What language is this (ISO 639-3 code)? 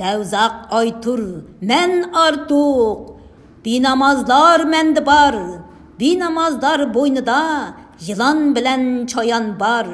uig